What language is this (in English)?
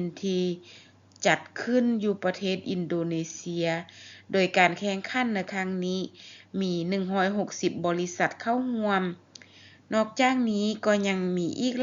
Lao